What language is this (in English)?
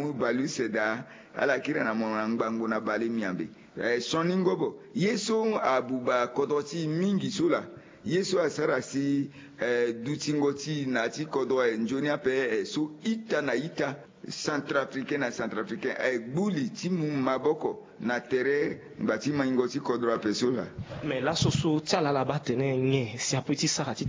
Sango